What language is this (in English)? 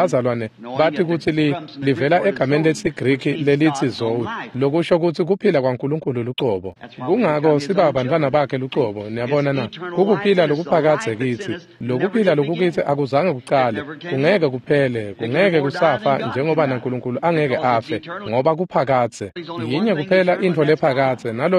Swati